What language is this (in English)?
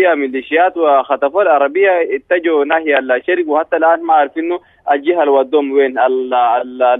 Sudanese Arabic